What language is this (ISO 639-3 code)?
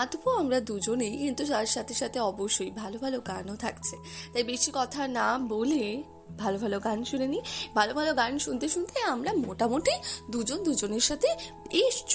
ben